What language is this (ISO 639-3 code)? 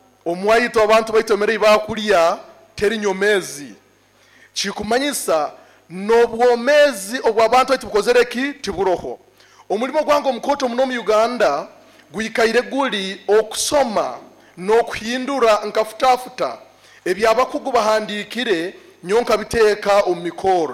nyo